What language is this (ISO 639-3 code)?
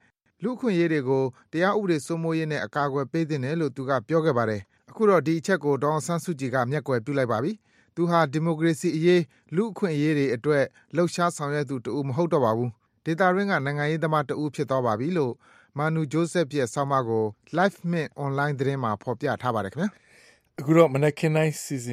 mya